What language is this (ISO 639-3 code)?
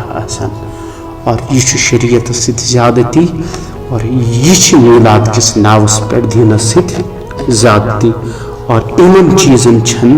kas